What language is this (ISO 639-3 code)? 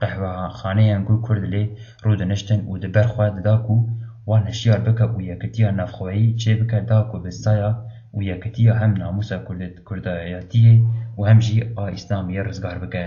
kur